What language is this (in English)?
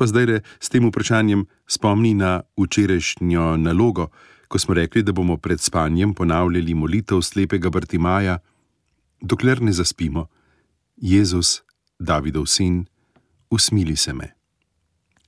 Slovenian